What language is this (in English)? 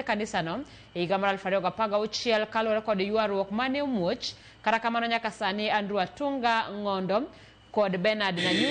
Luo (Kenya and Tanzania)